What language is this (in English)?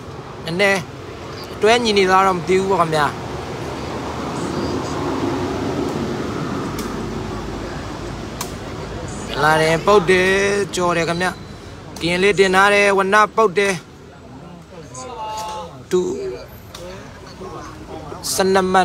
Burmese